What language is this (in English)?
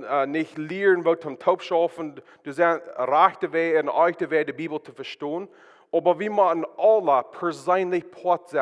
Plautdietsch